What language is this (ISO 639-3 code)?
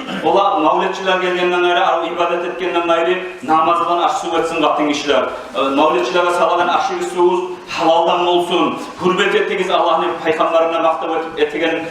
kum